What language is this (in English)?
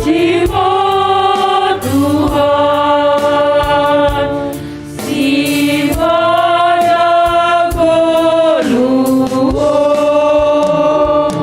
Batak Simalungun